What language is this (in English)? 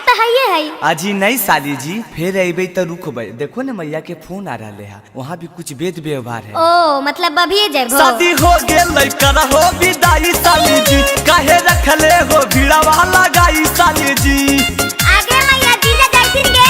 Magahi